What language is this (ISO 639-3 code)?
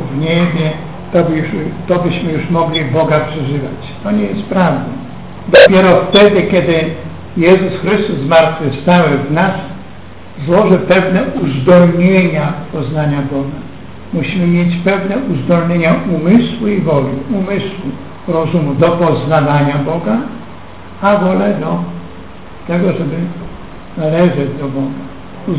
pol